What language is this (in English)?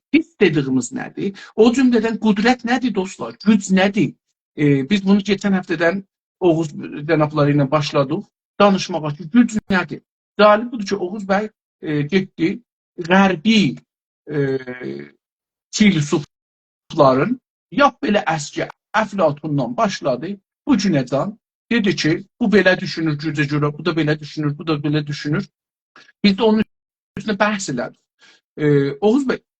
South Azerbaijani